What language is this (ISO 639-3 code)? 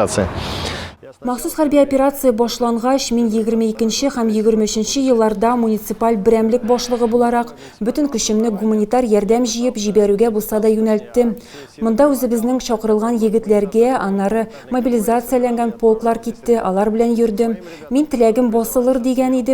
tat